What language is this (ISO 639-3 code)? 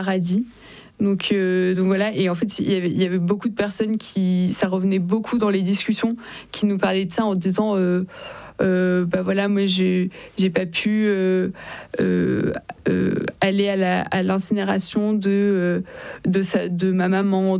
fra